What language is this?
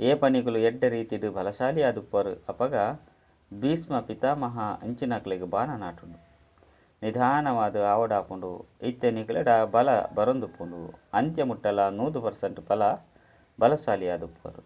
Tulu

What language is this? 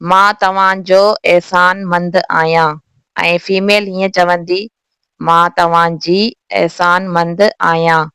Sindhi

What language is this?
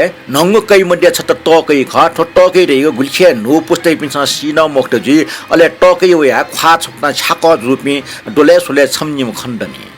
Newari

